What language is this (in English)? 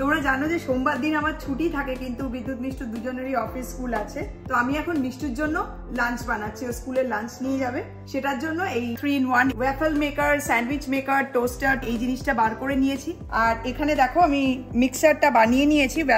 Bangla